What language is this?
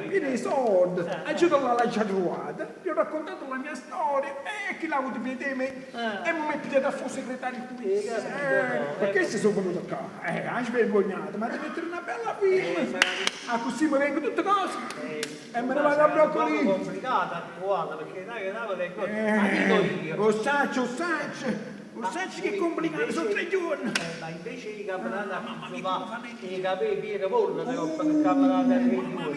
Neapolitan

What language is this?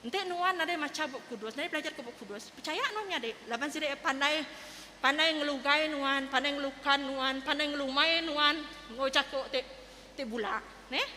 Iban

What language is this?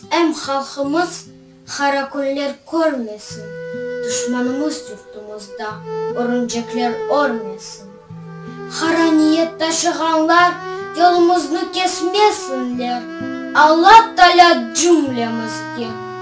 Crimean Tatar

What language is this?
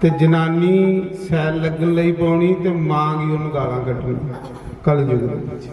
Dogri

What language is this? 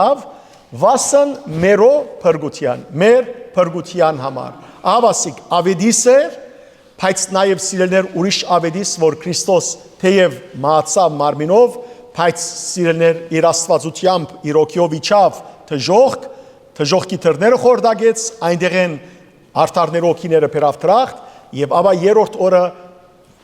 Western Armenian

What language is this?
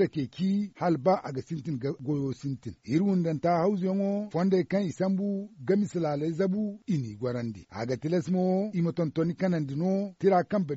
Zarma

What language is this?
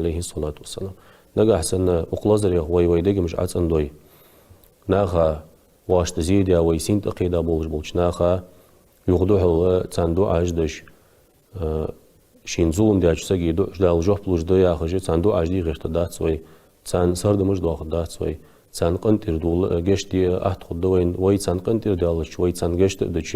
Ingush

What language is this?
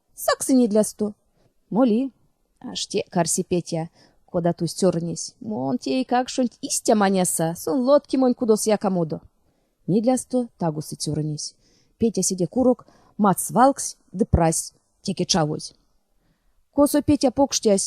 Erzya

